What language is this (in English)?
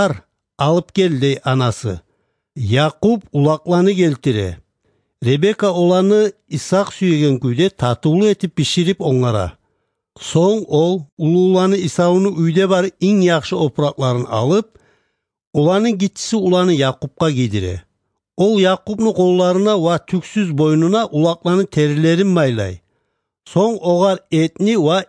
Kumyk